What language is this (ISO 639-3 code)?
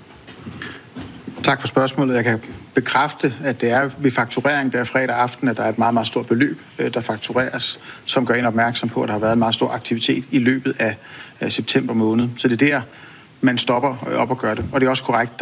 dan